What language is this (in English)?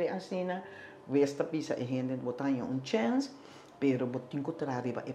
Papiamento